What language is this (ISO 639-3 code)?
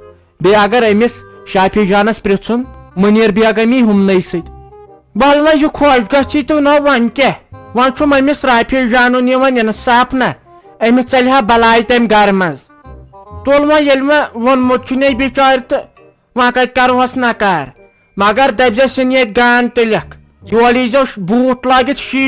kas